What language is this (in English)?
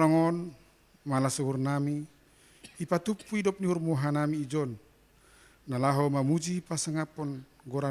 Batak Simalungun